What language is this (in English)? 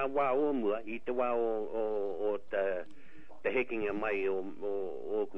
Māori